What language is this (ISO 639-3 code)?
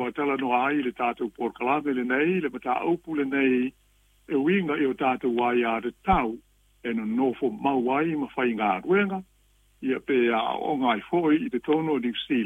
smo